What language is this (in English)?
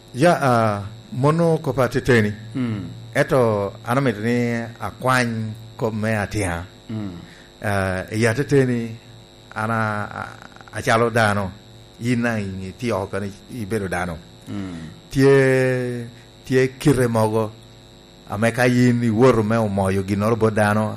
Lango (Uganda)